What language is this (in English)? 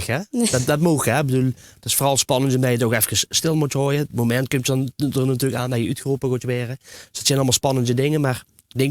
Limburgish